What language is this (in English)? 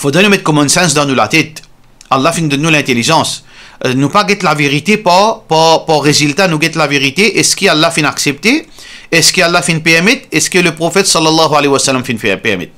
Morisyen